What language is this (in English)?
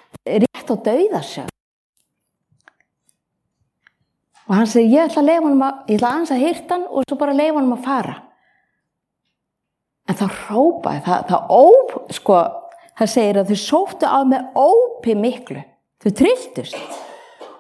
Icelandic